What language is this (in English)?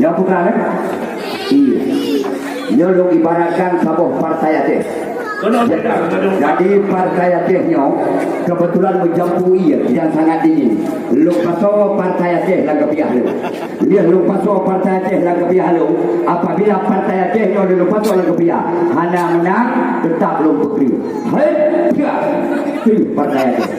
Achinese